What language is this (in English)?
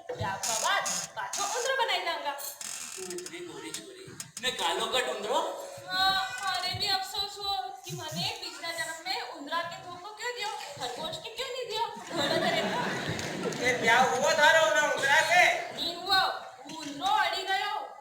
Rajasthani